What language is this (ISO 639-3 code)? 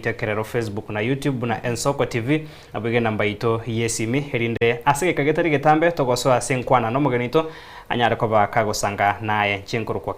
guz